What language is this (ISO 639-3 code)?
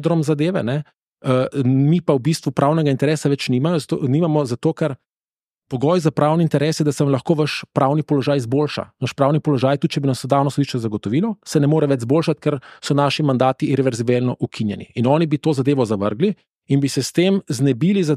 slv